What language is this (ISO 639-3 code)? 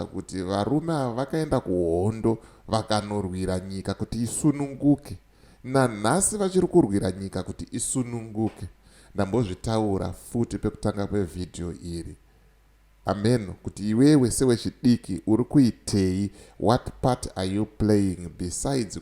sna